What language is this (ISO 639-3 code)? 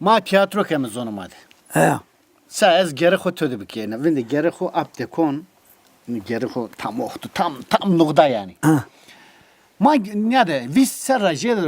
zza